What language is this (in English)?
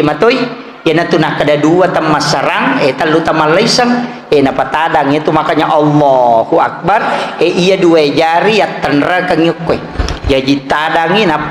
Buginese